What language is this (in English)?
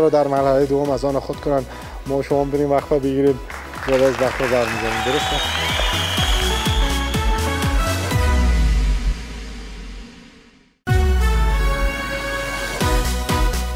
Persian